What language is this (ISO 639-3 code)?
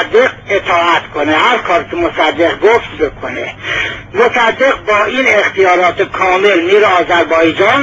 fas